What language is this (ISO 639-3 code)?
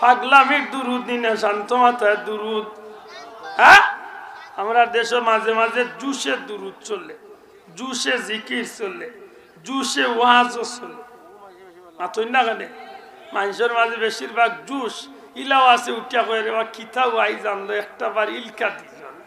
syl